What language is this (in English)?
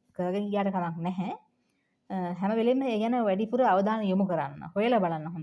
Sinhala